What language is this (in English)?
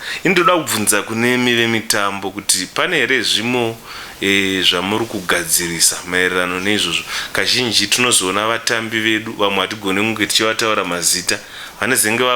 Shona